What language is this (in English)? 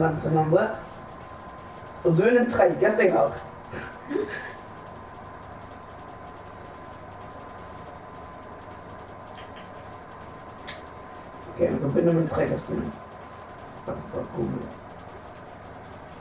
Norwegian